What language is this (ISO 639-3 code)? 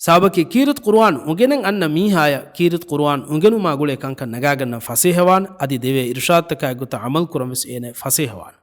div